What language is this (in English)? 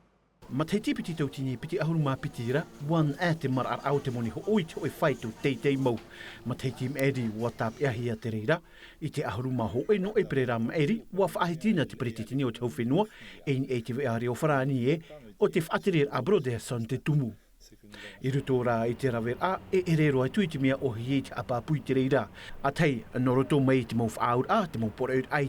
Tahitian